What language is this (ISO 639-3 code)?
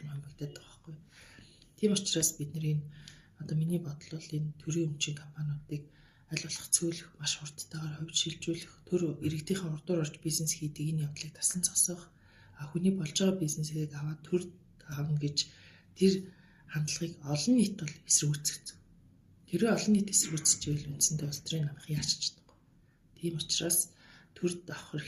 mon